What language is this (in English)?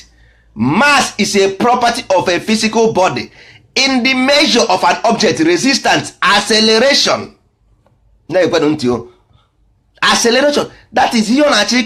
Igbo